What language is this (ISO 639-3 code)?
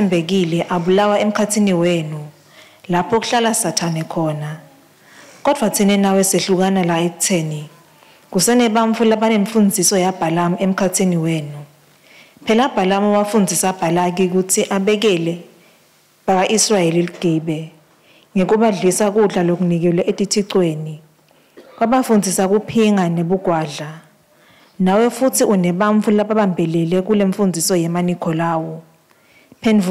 ssw